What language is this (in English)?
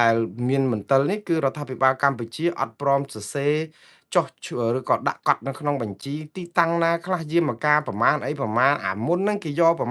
Khmer